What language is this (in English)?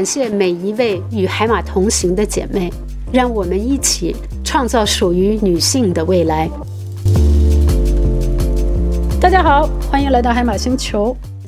Chinese